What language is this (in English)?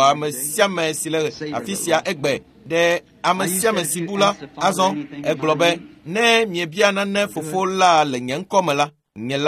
Ewe